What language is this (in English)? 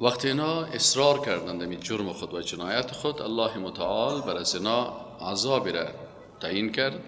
Persian